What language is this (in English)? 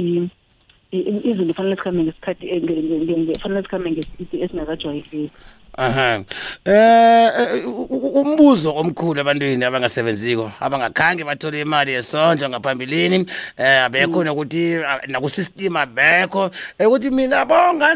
South Ndebele